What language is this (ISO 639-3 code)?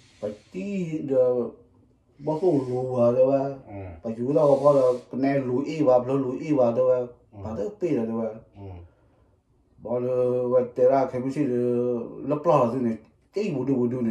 ksw